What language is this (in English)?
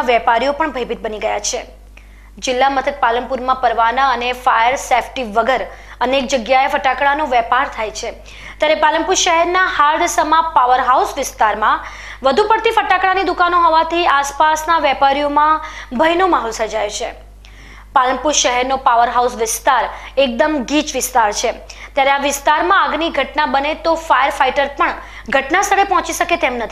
Gujarati